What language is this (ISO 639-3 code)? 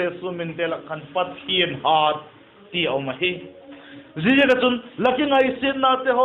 vap